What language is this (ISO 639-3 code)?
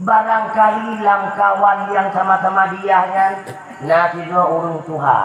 ace